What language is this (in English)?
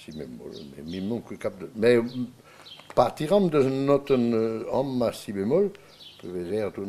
Breton